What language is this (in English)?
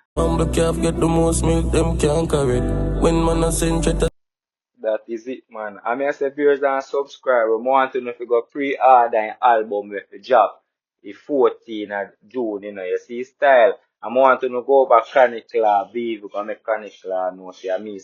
Jamaican Creole English